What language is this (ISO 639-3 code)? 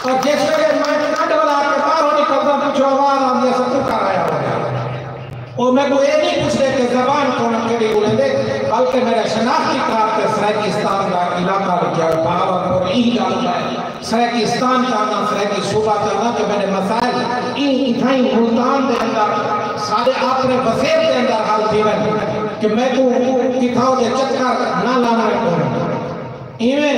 skr